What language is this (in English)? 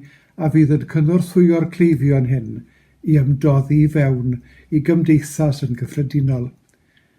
Welsh